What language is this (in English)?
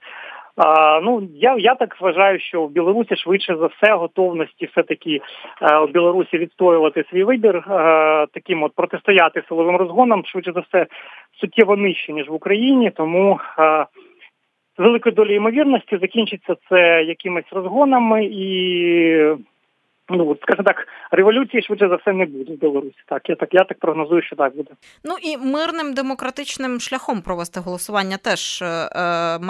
Ukrainian